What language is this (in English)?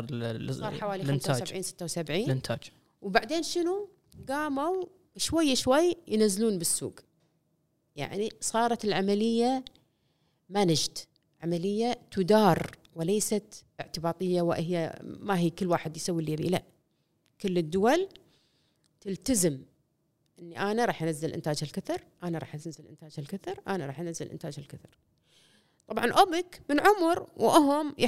Gulf Arabic